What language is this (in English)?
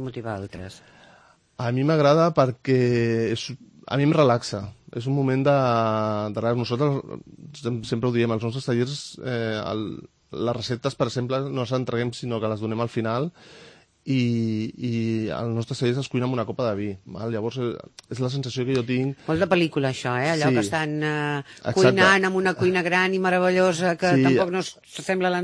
Catalan